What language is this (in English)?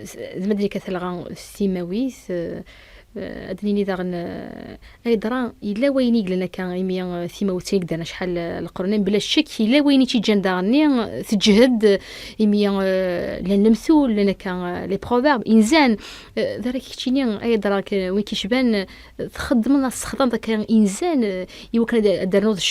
Kabyle